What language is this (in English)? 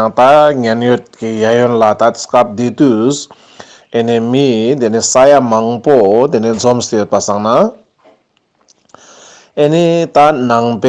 Ladakhi